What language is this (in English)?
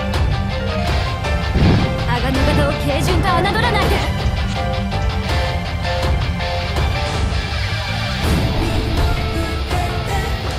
Japanese